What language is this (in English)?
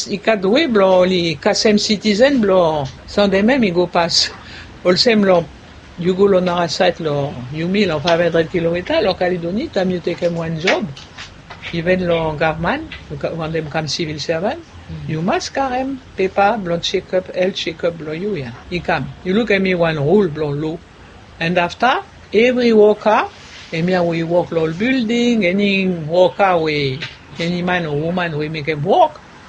Bislama